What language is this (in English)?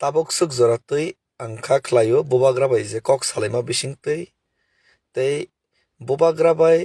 Kok Borok